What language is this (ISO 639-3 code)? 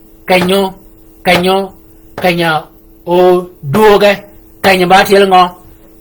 shk